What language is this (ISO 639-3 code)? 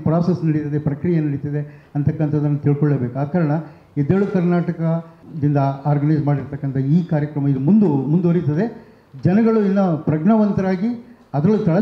kan